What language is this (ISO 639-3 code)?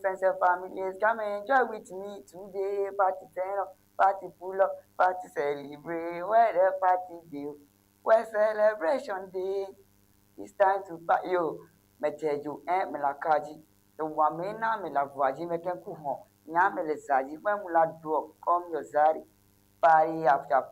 ewe